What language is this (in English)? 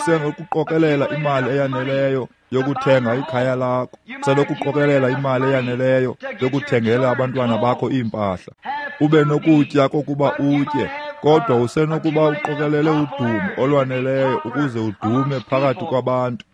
Xhosa